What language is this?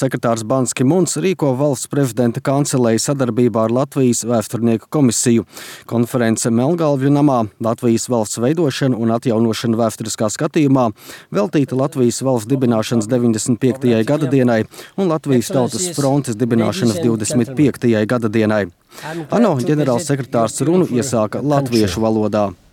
Latvian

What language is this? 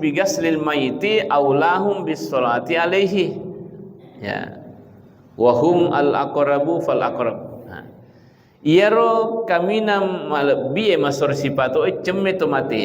Buginese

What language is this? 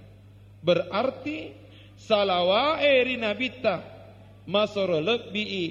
Buginese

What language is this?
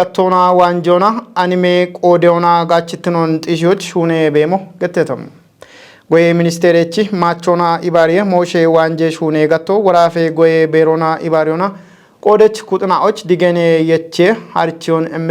Kafa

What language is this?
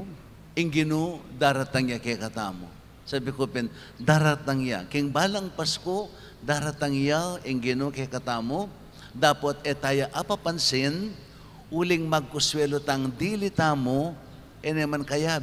Pampanga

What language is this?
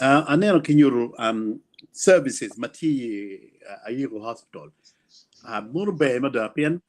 Acoli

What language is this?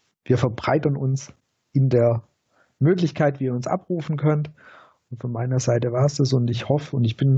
German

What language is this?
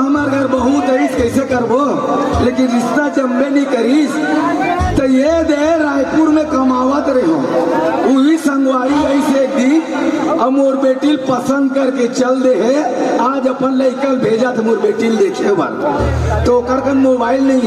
Chhattisgarhi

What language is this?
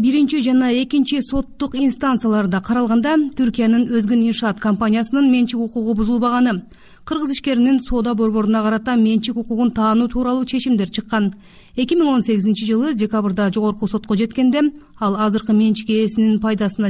Kyrgyz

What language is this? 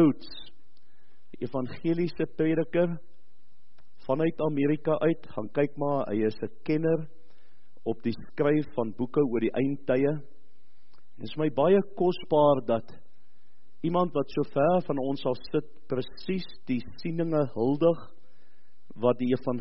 Afrikaans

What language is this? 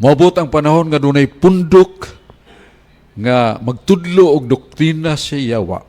Cebuano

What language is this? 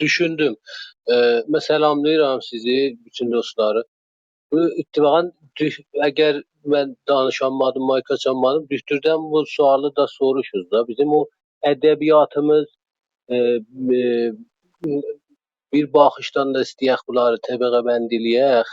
South Azerbaijani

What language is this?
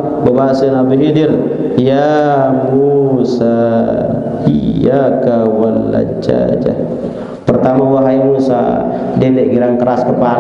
Sasak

